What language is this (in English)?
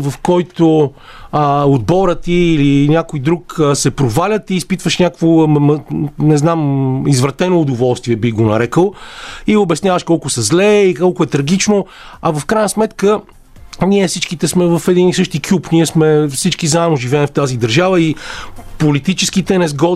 Bulgarian